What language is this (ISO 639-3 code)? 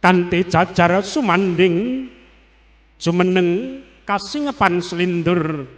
jav